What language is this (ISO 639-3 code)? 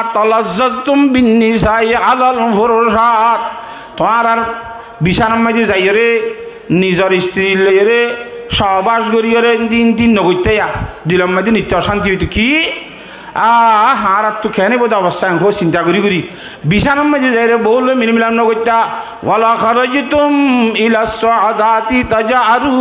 rhg